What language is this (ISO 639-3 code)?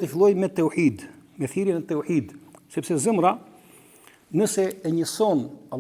sqi